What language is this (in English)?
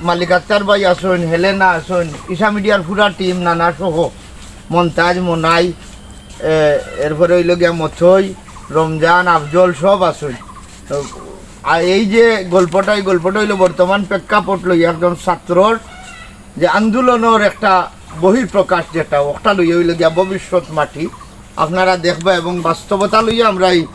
Sylheti